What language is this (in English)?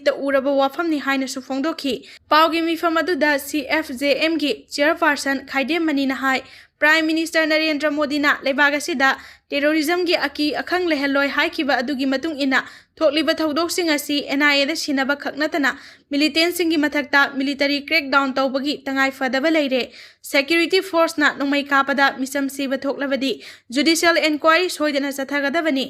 Manipuri